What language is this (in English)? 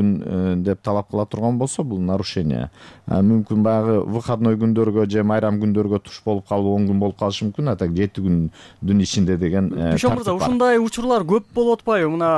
Kyrgyz